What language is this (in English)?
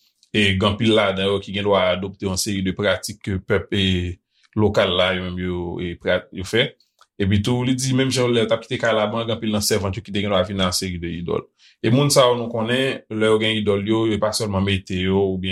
Haitian Creole